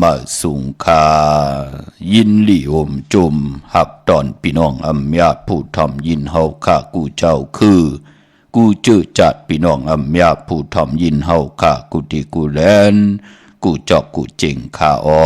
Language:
Shan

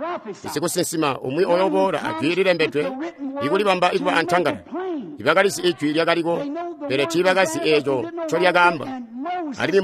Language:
Tonga (Zambia)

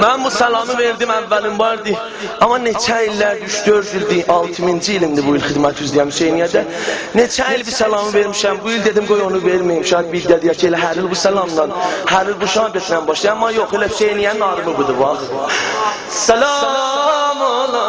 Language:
South Azerbaijani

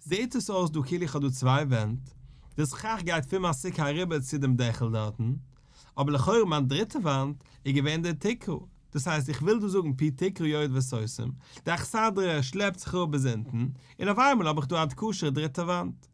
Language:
Yiddish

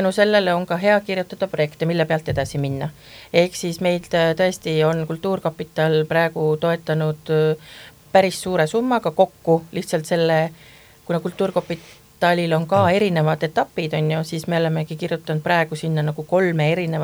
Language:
Estonian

